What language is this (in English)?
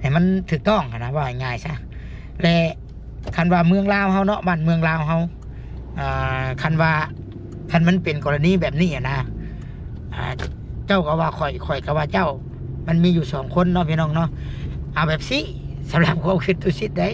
Lao